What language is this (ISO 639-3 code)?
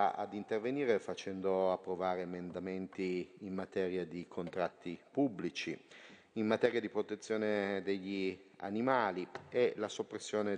ita